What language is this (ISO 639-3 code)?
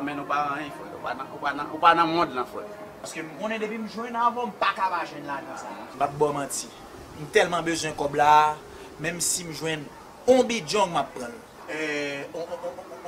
hat